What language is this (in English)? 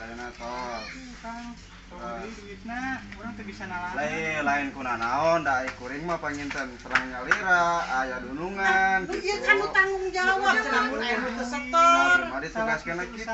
Sundanese